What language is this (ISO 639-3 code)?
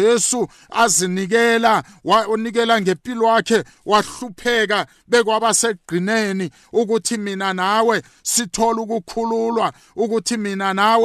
nbl